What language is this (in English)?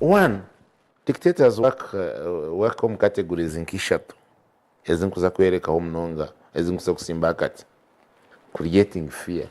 Nyankole